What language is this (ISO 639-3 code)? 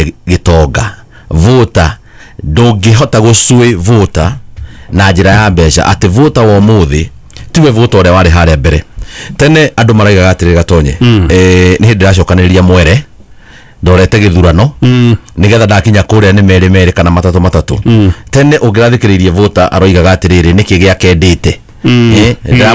kik